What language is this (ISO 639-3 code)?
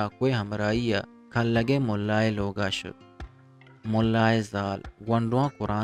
bgp